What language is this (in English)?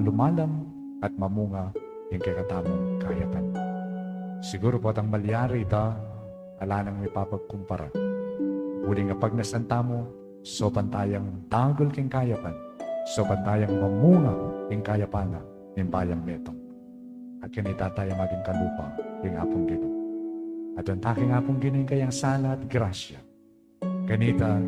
Pampanga